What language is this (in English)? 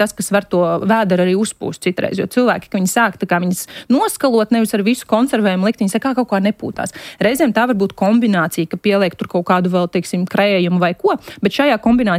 Latvian